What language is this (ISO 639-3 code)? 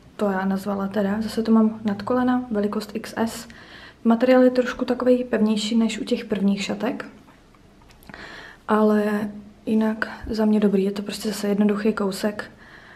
ces